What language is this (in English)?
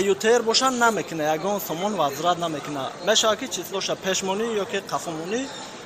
Tajik